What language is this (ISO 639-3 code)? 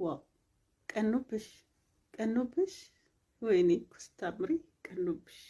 amh